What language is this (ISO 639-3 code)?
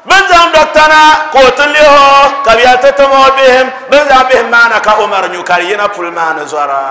dag